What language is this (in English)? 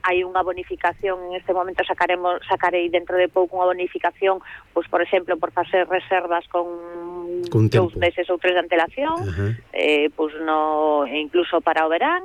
Galician